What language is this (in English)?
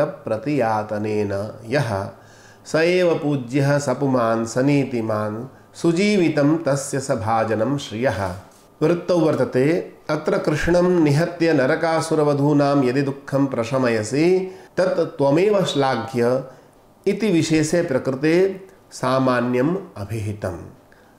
Sanskrit